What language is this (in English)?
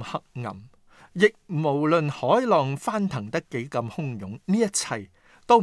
Cantonese